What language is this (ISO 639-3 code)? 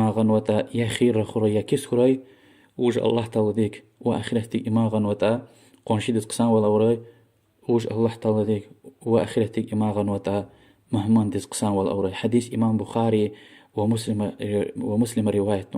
lez